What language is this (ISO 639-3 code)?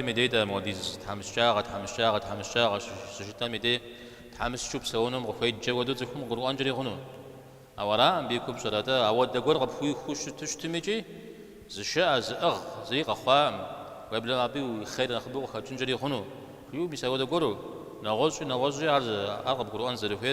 kbd